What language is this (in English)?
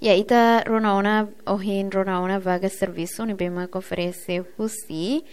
Tetum